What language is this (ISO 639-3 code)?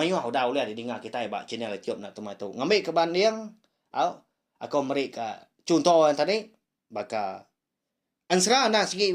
iba